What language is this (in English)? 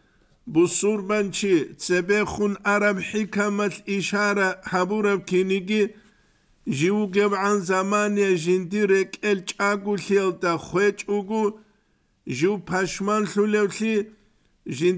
Avaric